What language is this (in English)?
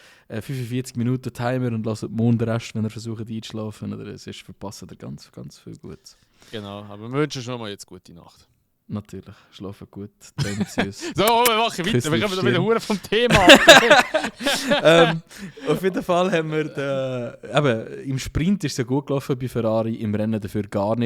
Swiss German